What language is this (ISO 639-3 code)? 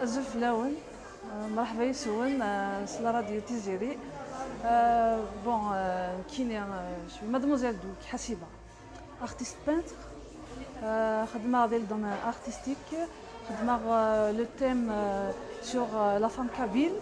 kab